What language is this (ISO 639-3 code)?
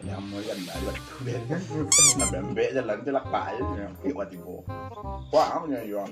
min